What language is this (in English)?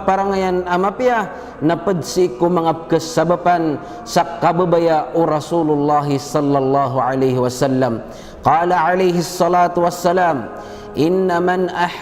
Maranao